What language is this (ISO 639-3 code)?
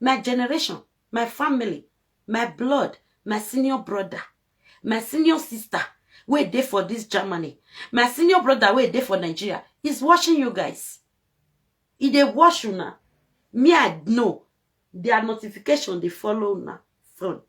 pcm